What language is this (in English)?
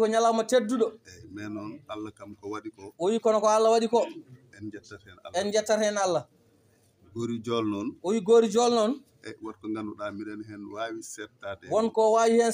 Fula